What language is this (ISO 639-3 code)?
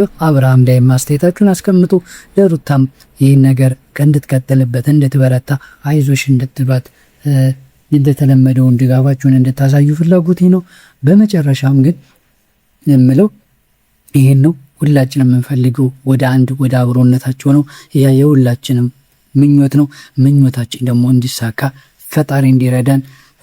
amh